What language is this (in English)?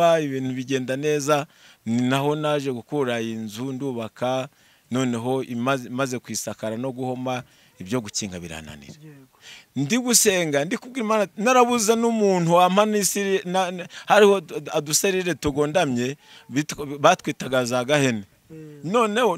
Kinyarwanda